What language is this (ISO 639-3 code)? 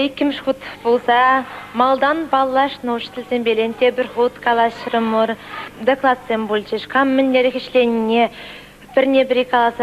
chv